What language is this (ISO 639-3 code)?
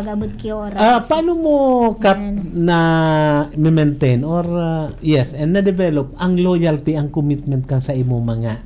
bik